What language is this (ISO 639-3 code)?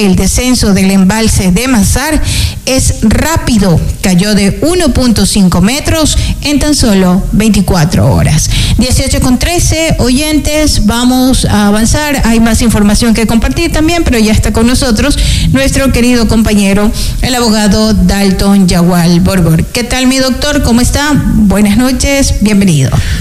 spa